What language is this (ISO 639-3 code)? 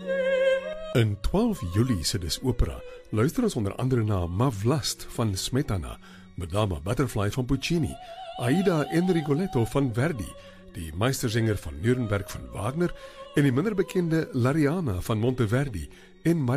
afr